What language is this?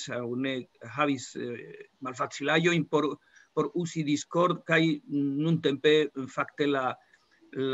Esperanto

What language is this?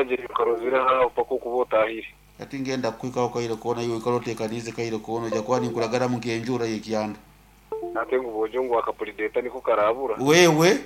Nyankole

